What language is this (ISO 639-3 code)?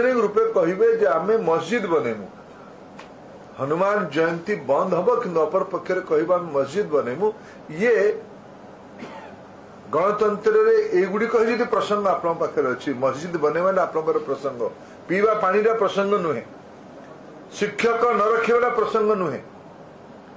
ori